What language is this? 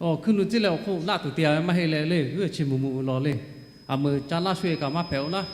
Lahu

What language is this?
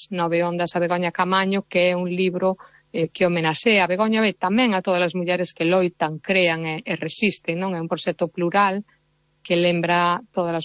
Galician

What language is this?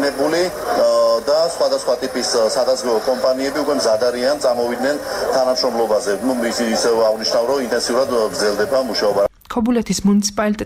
Georgian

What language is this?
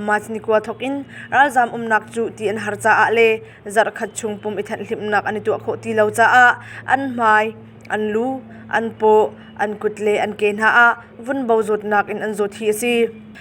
Hakha Chin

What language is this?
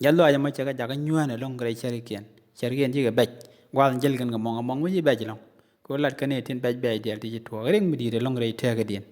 Nuer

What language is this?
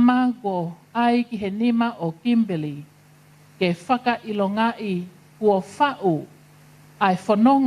Tongan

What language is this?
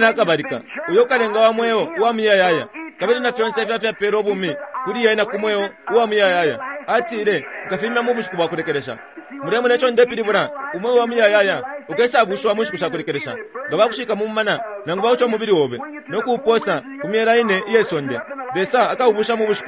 Bemba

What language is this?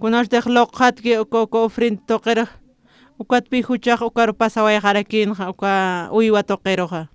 Aymara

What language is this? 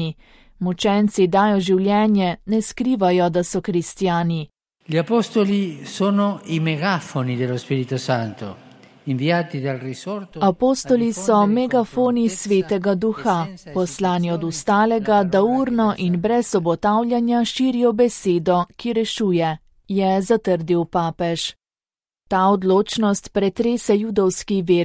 Slovenian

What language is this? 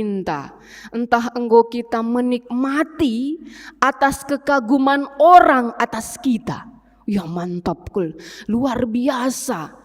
Batak Karo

